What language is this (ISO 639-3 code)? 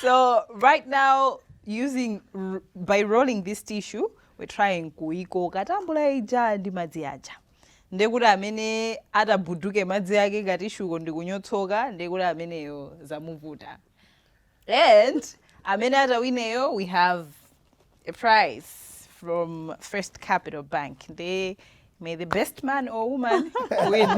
nya